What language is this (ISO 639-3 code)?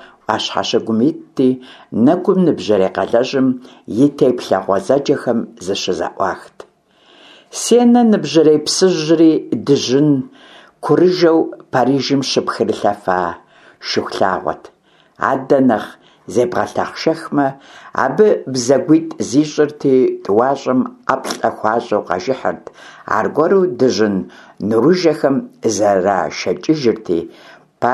kbd